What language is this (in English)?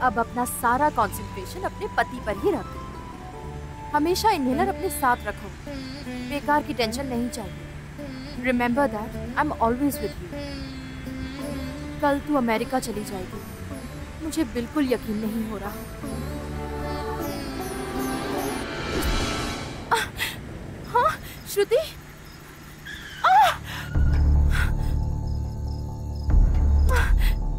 Hindi